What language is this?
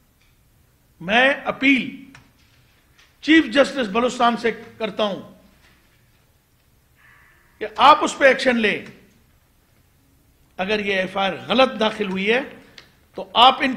Urdu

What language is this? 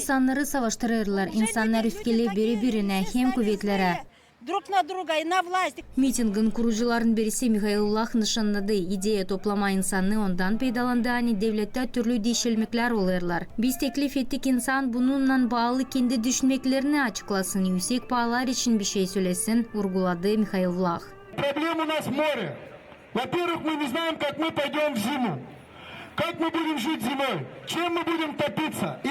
Gagauz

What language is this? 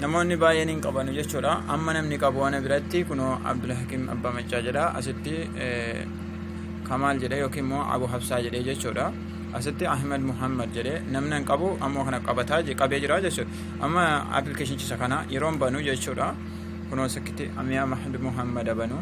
Oromo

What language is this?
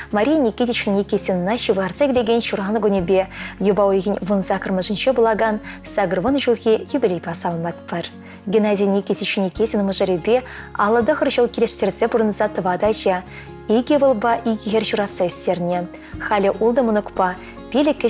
Chuvash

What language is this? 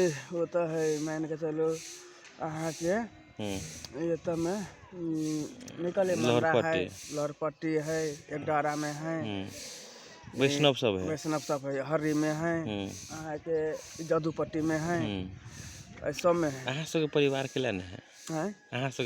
Magahi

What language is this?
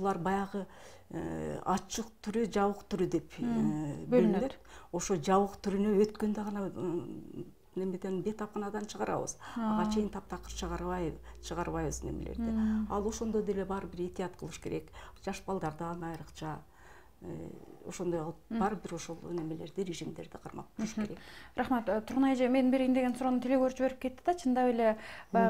Kyrgyz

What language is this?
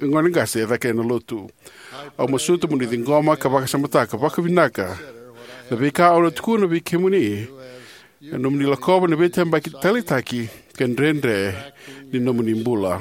Fijian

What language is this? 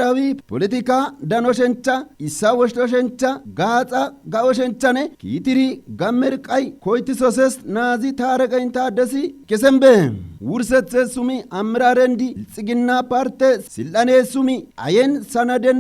Kafa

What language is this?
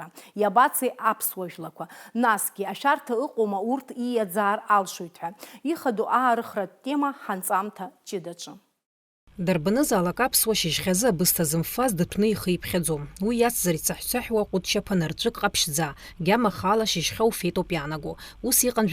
Abkhazian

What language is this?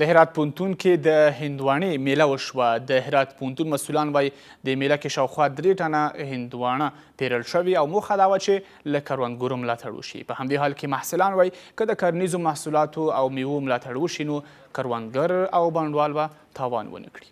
Pashto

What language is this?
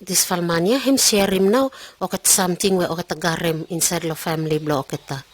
Pijin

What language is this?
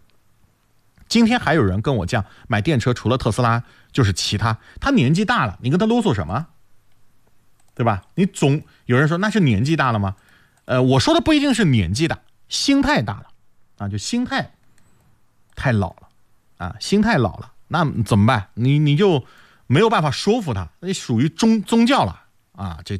Chinese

